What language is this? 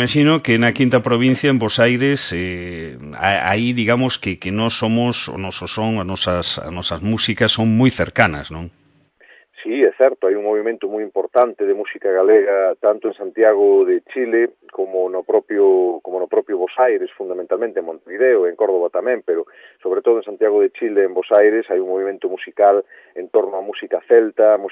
Galician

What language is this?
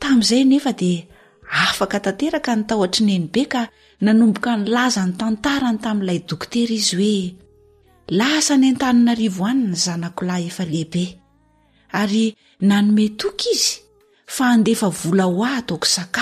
Malagasy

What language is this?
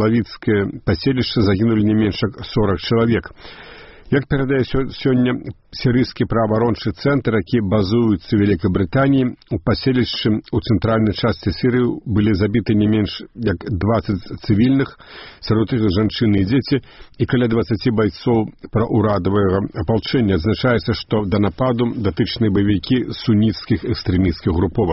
Belarusian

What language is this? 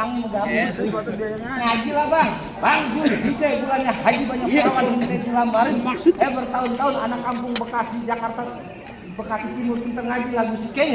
Betawi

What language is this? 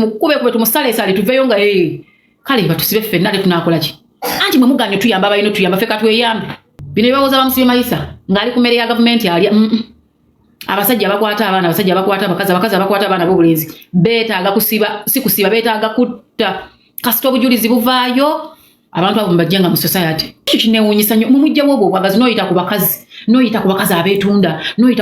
Ganda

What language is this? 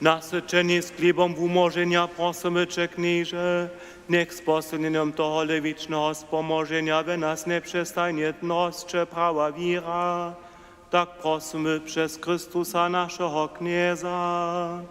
Upper Sorbian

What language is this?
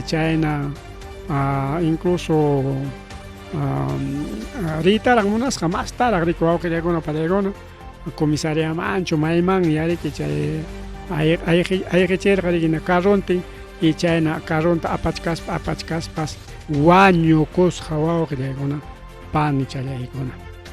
Ayacucho Quechua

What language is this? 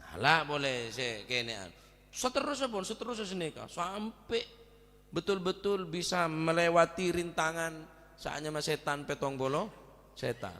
Madurese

